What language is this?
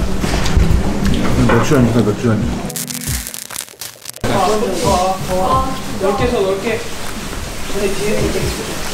Korean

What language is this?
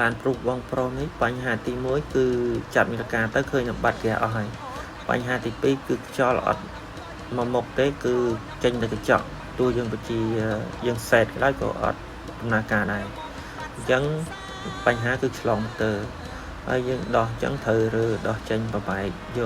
Khmer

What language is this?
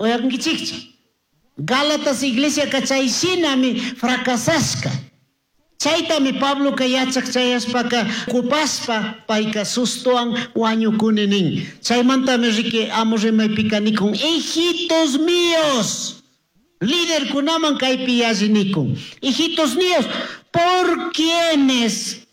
Chimborazo Highland Quichua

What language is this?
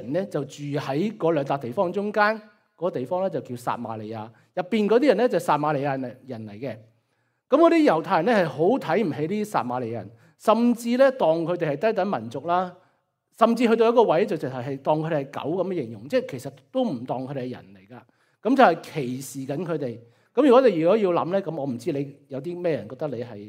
Cantonese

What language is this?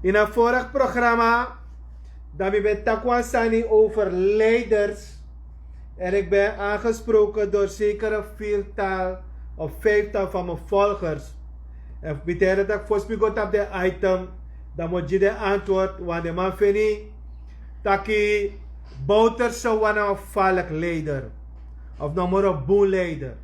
Sranan Tongo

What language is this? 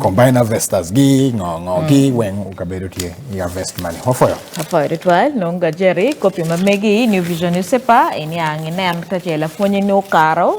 Acoli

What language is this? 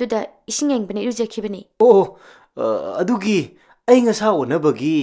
Manipuri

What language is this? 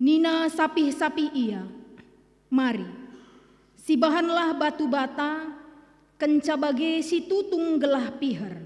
Batak Karo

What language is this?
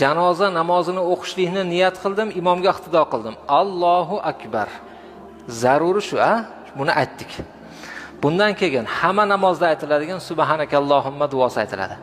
Uzbek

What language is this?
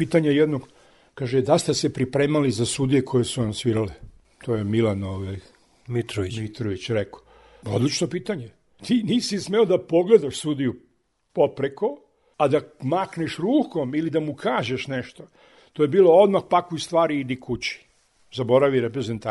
Serbian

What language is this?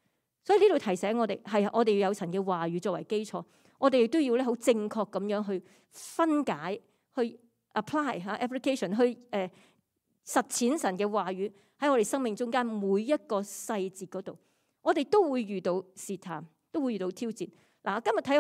Cantonese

